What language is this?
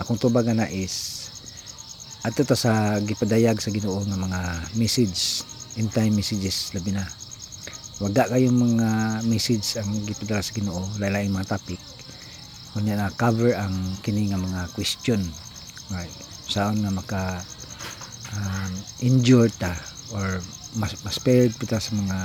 Cebuano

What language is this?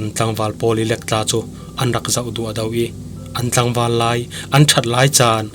Falam Chin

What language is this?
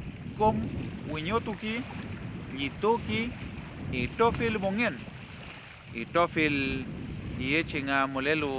Mapuche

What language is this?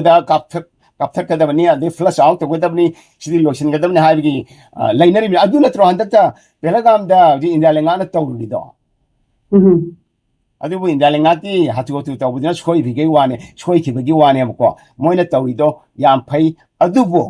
Manipuri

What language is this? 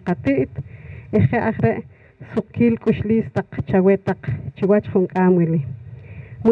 Poqomchi'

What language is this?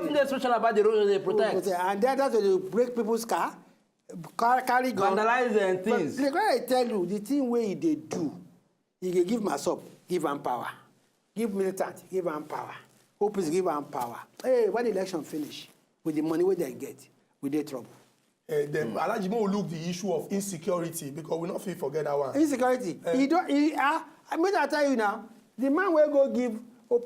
Nigerian Pidgin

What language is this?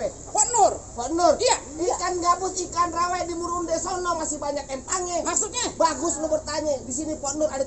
Betawi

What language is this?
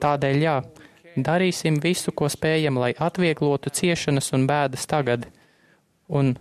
Latvian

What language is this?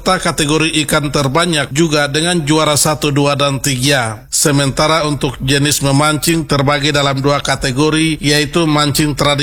Indonesian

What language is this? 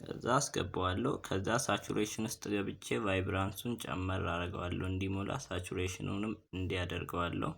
Amharic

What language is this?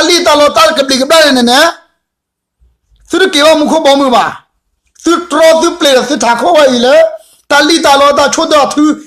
S'gaw Karen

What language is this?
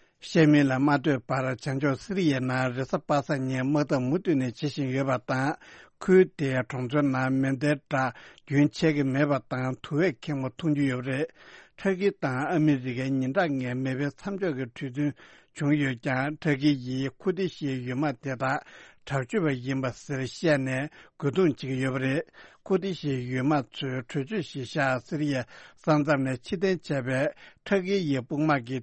Tibetan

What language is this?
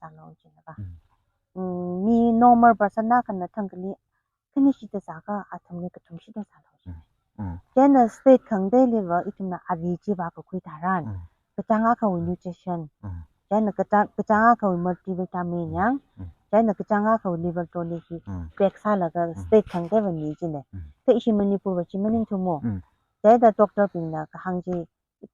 Tangkhul Naga (India)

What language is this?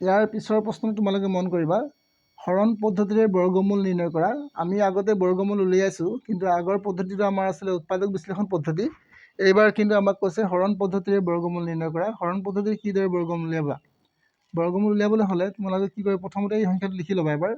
Assamese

